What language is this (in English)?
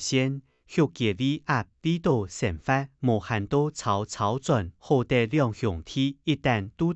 Hakka Chinese